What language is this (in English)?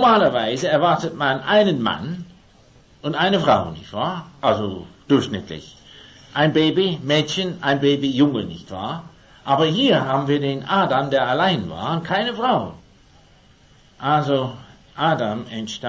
German